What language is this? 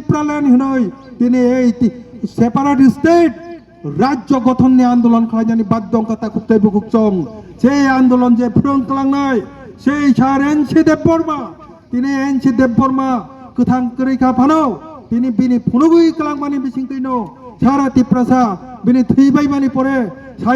Kok Borok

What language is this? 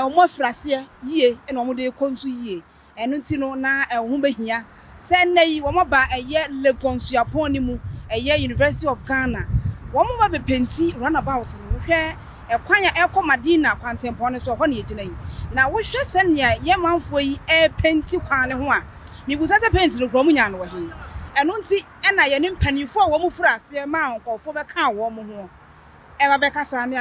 Akan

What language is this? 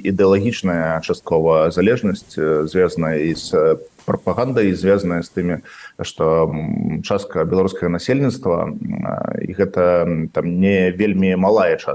Belarusian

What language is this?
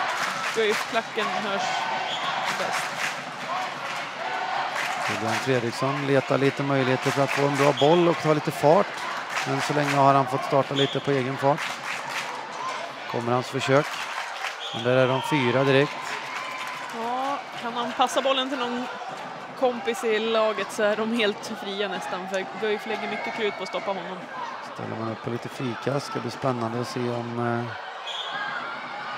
Swedish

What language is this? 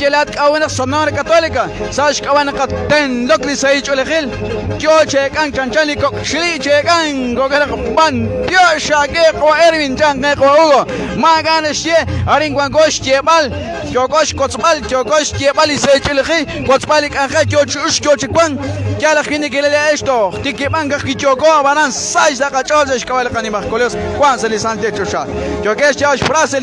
Kekchí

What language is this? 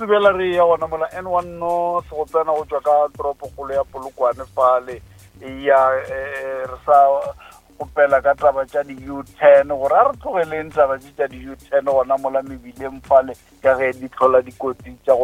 Northern Sotho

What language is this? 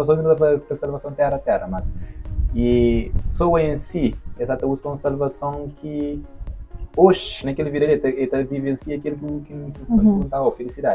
Kabuverdianu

